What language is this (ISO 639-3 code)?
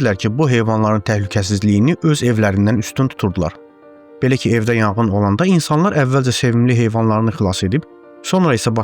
aze